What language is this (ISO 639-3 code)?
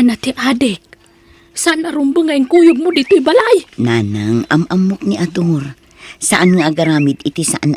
ilo